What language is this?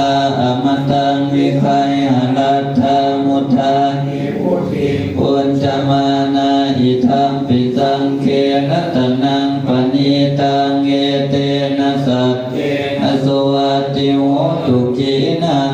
Pali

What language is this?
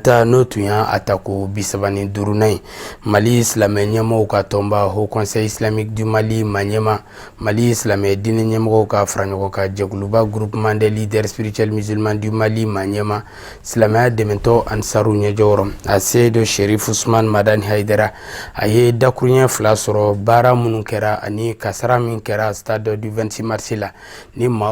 Bambara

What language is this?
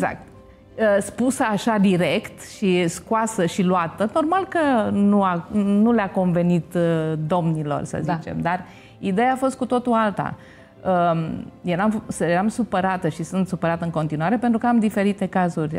Romanian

